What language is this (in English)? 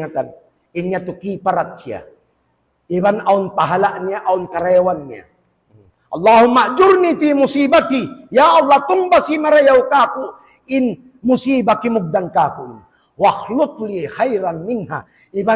Tausug